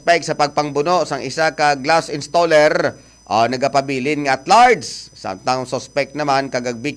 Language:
Hiligaynon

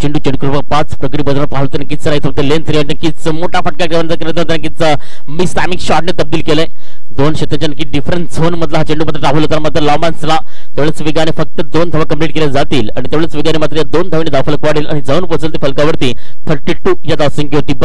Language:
Marathi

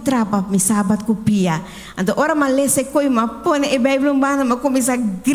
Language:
Papiamento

